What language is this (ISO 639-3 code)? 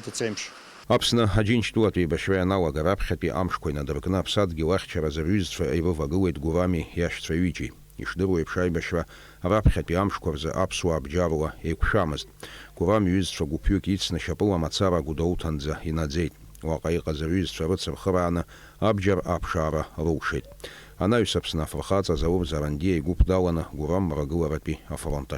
abk